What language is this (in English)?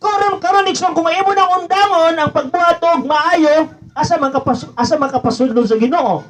Cebuano